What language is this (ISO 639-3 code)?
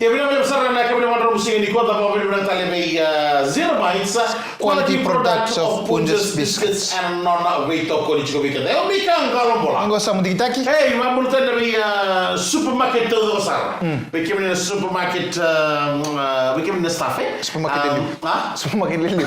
fij